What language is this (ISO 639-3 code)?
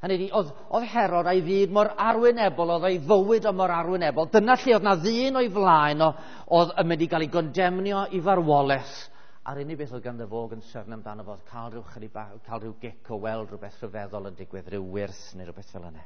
cym